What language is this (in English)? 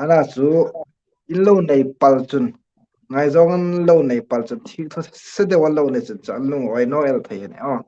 Hmar